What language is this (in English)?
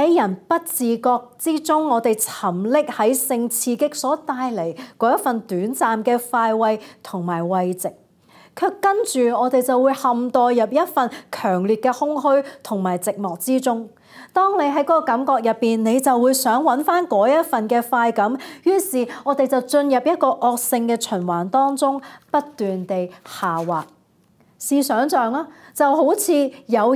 Cantonese